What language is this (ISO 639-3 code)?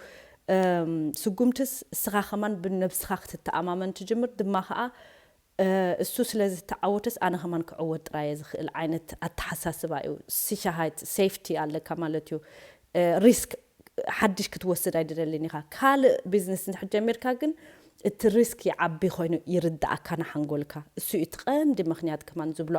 tir